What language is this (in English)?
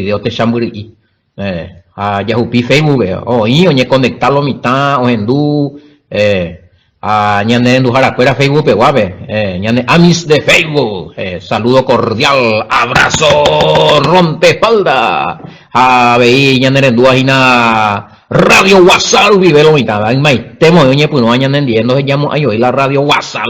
Guarani